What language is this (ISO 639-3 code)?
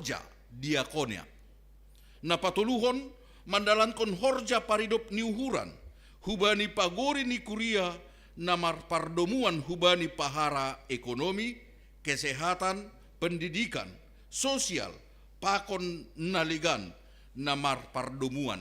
bts